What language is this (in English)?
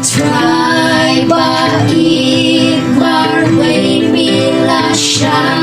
Khasi